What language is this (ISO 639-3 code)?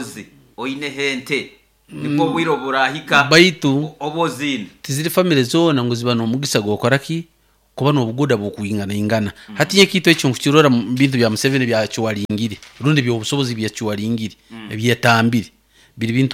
nyo